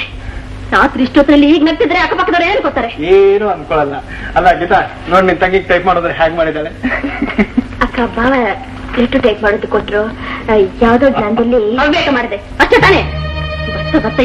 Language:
Kannada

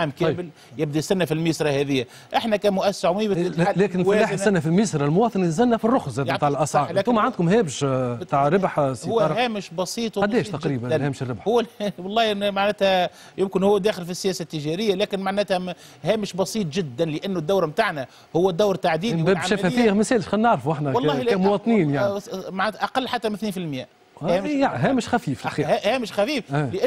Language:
Tunisian Arabic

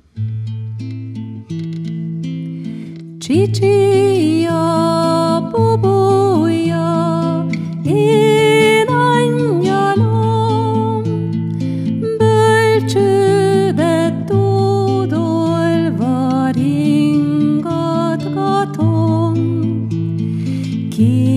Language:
Hungarian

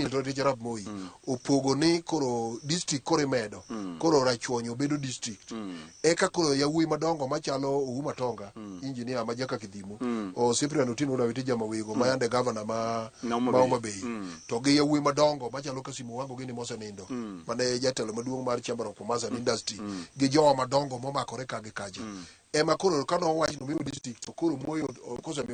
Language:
Luo (Kenya and Tanzania)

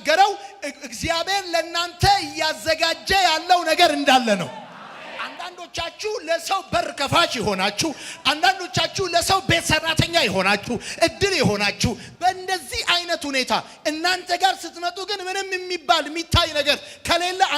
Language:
Amharic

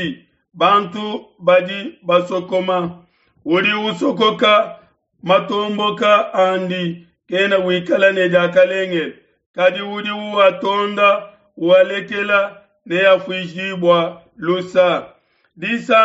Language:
Luba-Lulua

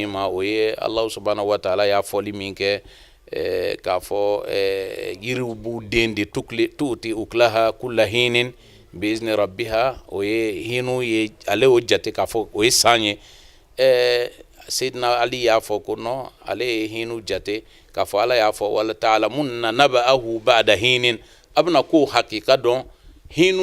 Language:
Bambara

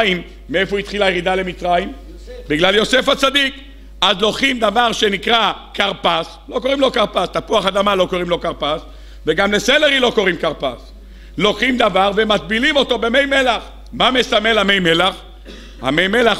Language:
Hebrew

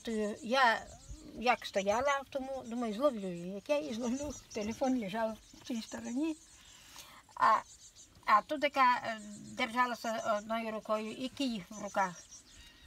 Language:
Ukrainian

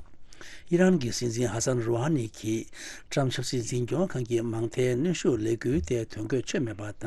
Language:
Tibetan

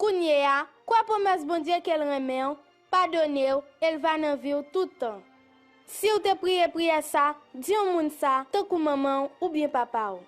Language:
Haitian Creole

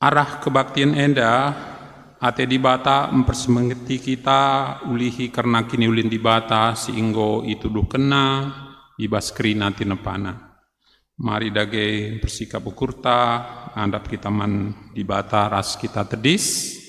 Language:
Batak Karo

